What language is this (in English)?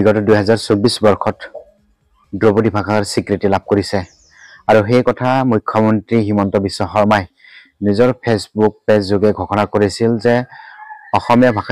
Assamese